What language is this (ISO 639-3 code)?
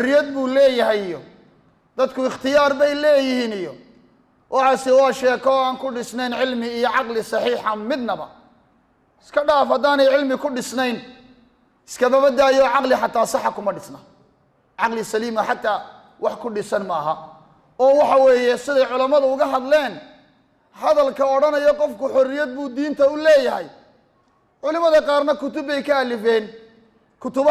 som